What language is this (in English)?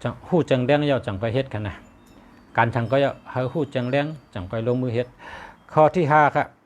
Shan